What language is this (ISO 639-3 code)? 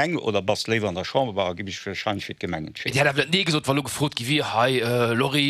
ltz